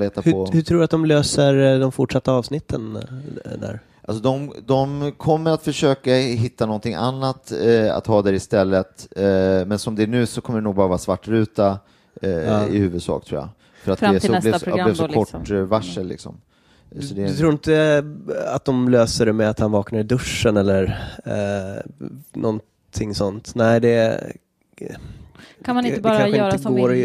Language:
Swedish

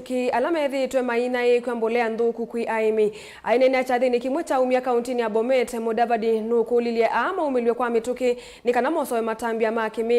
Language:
Kamba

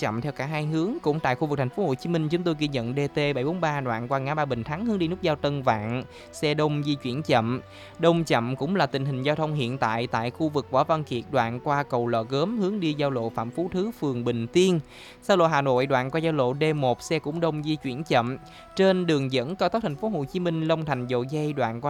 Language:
Vietnamese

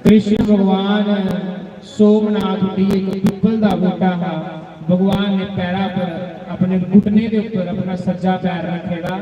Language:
Dogri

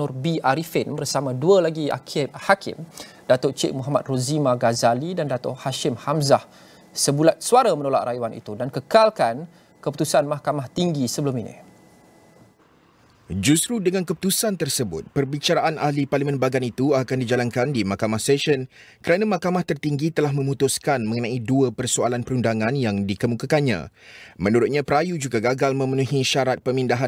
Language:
Malay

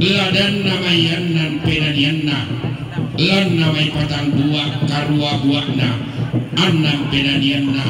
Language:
Toraja-Sa'dan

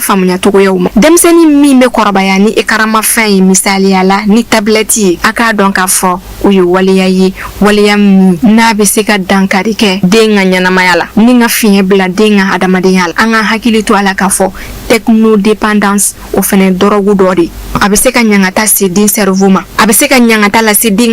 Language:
Bambara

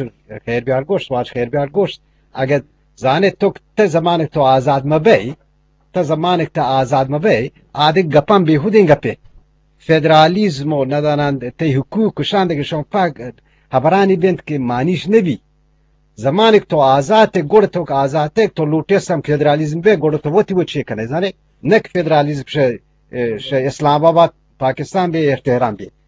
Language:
Eastern Balochi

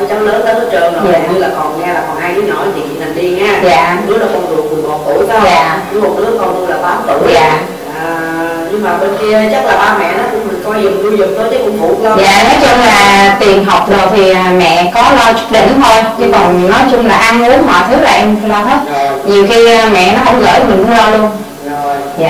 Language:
Vietnamese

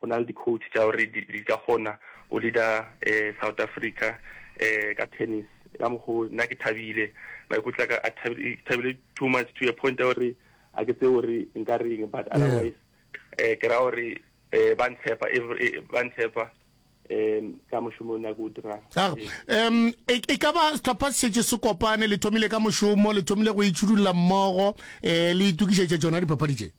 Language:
Northern Sotho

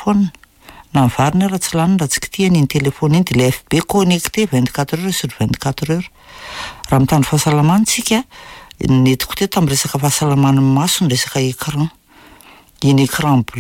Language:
Malagasy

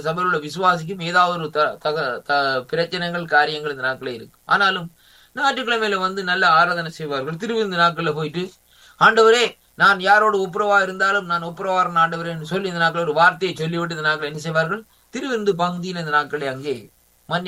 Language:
Tamil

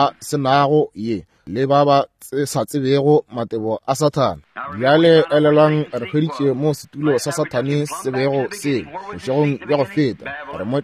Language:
Northern Sotho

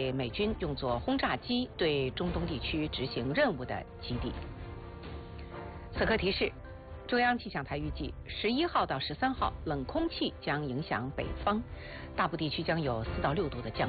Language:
Chinese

